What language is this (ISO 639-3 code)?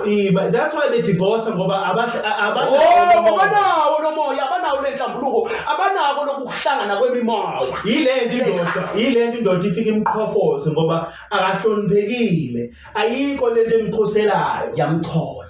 zul